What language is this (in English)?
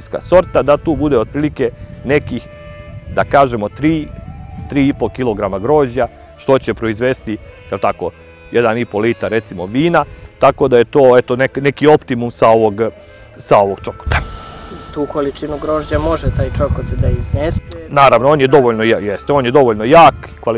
Serbian